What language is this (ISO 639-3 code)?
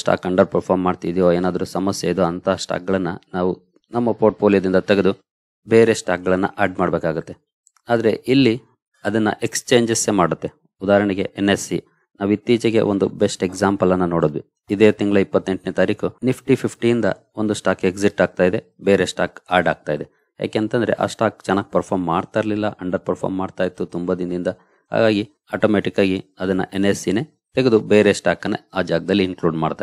kan